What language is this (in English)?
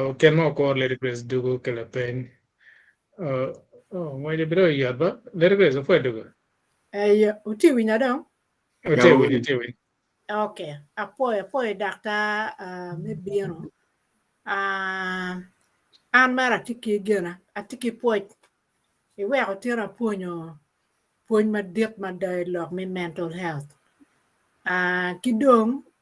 Acoli